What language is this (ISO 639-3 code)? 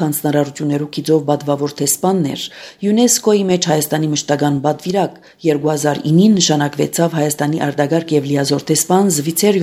hye